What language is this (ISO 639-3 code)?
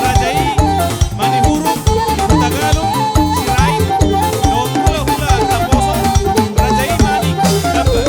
bbc